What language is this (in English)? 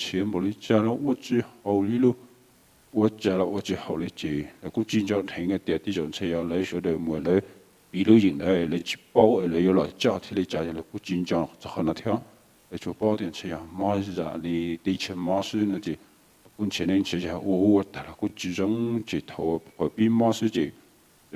Hmong